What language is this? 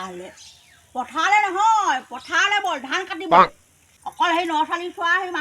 Assamese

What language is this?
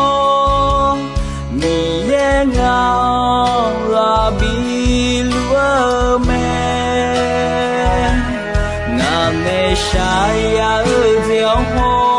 Akha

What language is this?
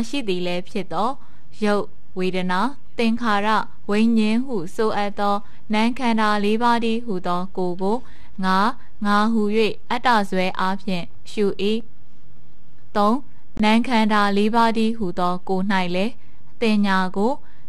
Burmese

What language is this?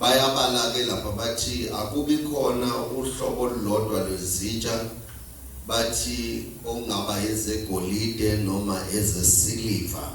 Zulu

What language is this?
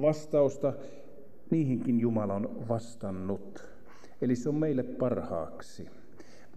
Finnish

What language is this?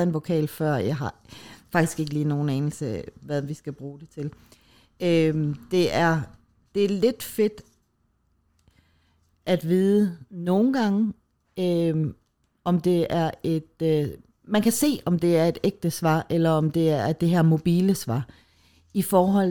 Danish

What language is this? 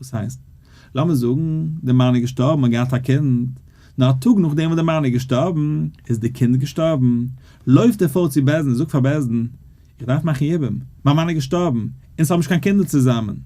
Yiddish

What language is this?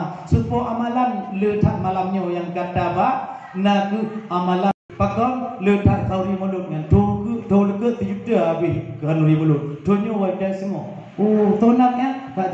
Achinese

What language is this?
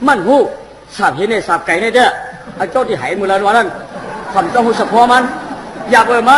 Shan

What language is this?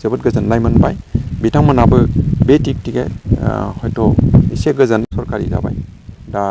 Bodo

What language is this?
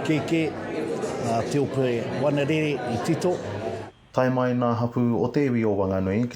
Māori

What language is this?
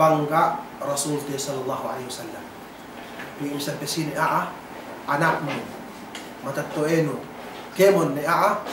Yakan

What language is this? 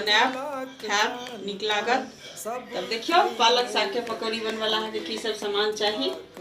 Maithili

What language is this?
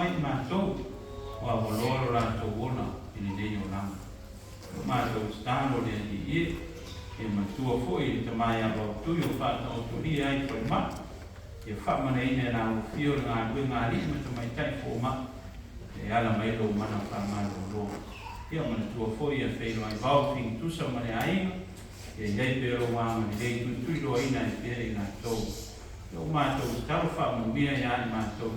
Samoan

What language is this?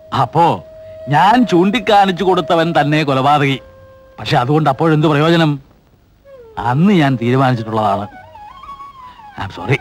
Malayalam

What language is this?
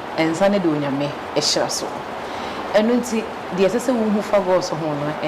Akan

